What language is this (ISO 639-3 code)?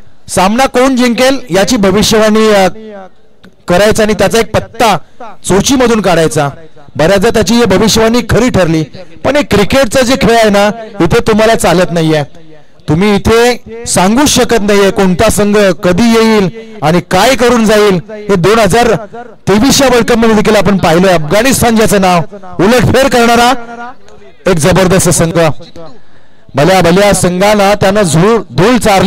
mar